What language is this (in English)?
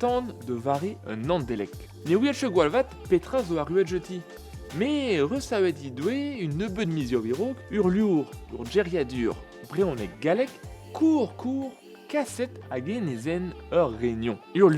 Breton